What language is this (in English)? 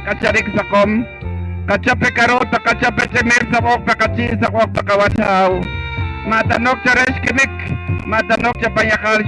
Poqomchi'